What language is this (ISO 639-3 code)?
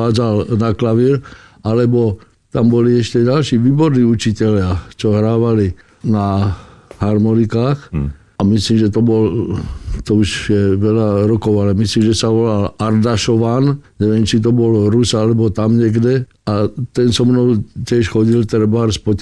slk